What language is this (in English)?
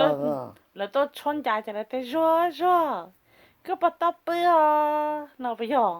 Hmong